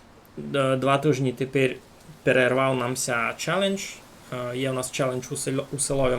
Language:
Rusyn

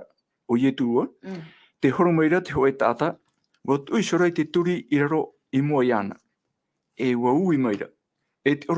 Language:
Tahitian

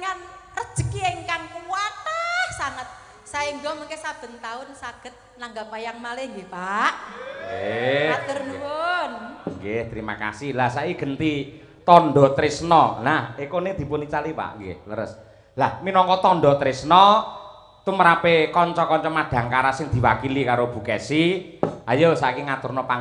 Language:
Javanese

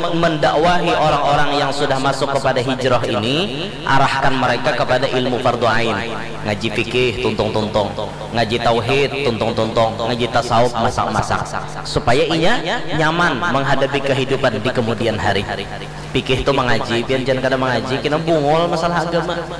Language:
Banjar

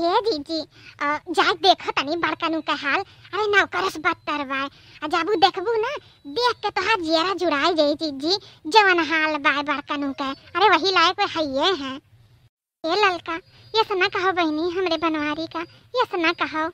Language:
Awadhi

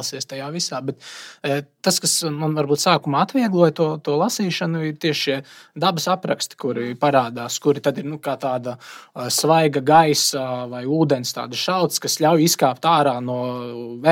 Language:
Latvian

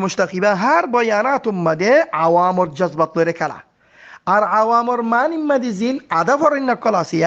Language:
Rohingya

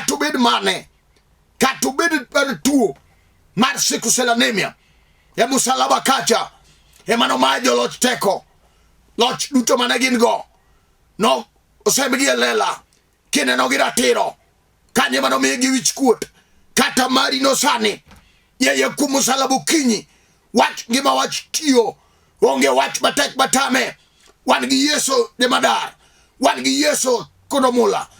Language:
Luo (Kenya and Tanzania)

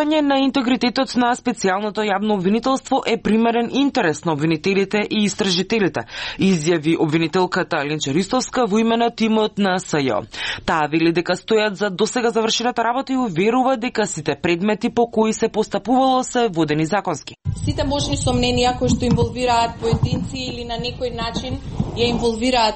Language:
Macedonian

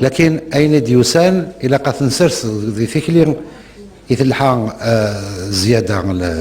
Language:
Kabyle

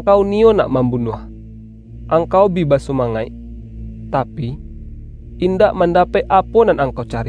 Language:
Minangkabau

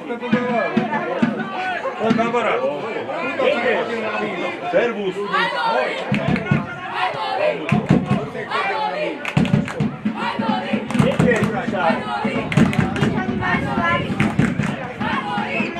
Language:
Slovak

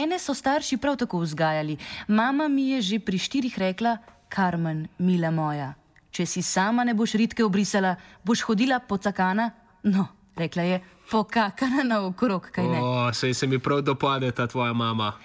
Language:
Slovenian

